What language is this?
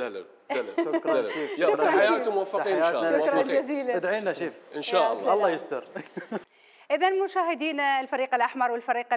Mesopotamian Arabic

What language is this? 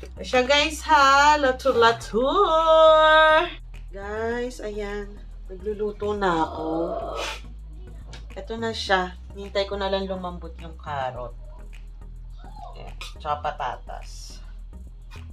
Filipino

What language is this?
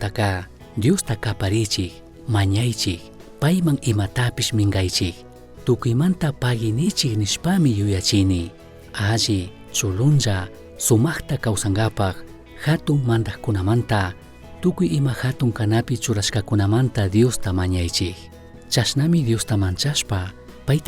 Chimborazo Highland Quichua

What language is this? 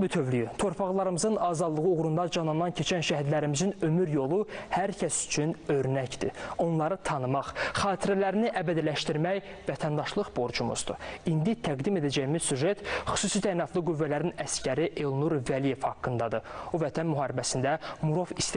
Azerbaijani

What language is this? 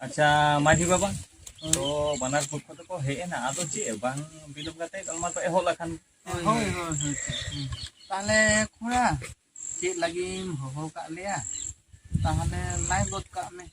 Santali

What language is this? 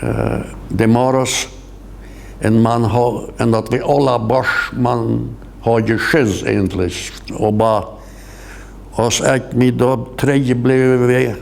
Plautdietsch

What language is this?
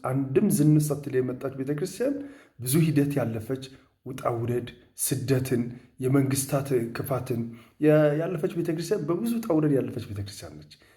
Amharic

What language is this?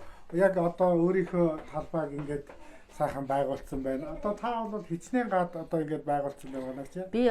Mongolian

